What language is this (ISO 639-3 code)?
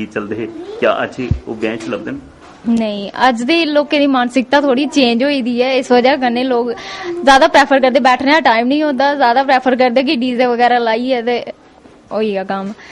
doi